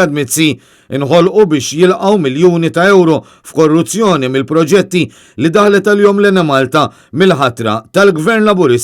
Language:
Maltese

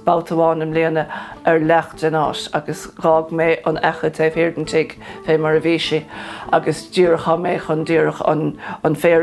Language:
Irish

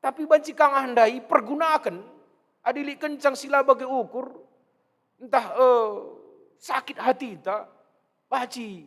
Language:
Batak Karo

